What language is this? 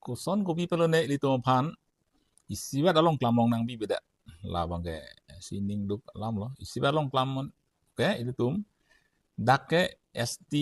Karbi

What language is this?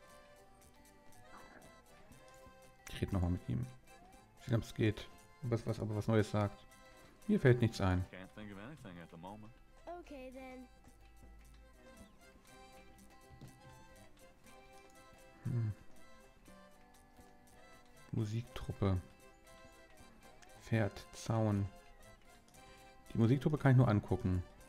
German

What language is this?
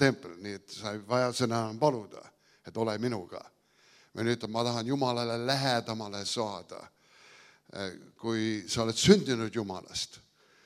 Estonian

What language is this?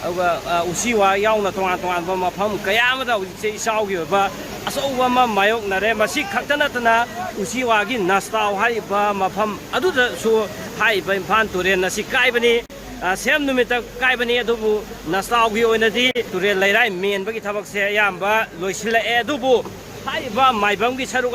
Manipuri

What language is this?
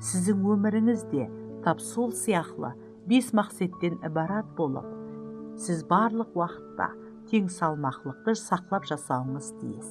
Kara-Kalpak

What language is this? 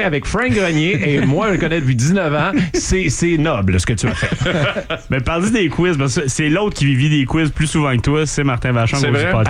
French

